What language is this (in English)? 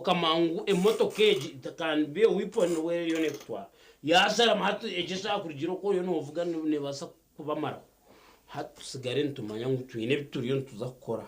Nyankole